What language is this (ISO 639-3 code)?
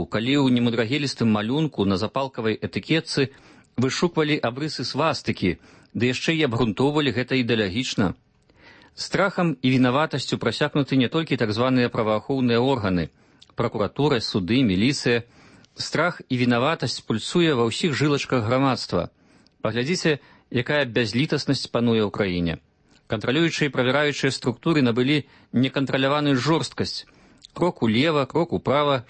bel